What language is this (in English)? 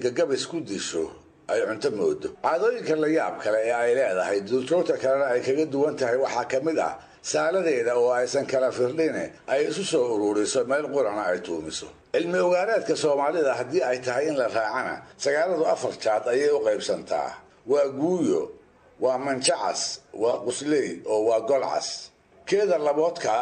Somali